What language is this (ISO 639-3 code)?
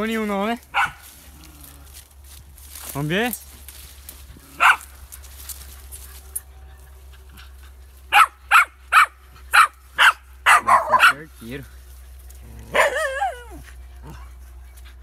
por